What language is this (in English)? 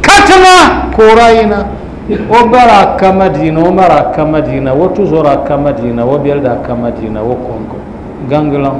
Dagbani